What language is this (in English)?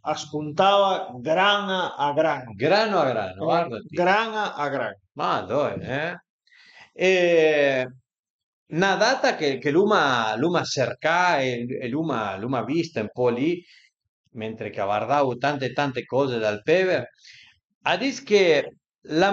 Piedmontese